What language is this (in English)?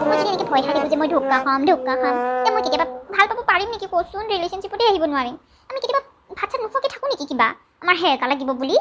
Assamese